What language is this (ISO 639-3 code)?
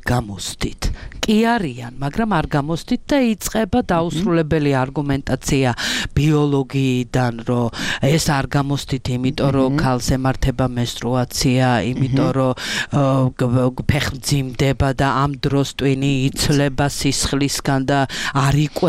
kat